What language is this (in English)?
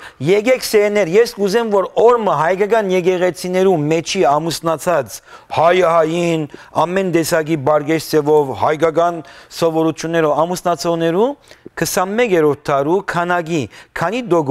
Western Armenian